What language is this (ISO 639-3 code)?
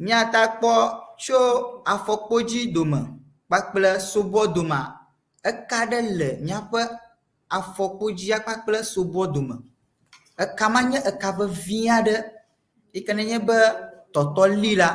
ewe